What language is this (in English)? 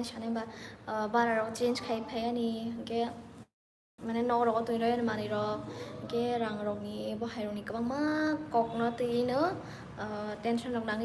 Kok Borok